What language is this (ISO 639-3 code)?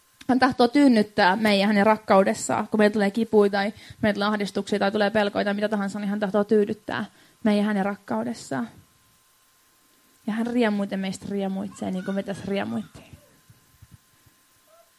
fin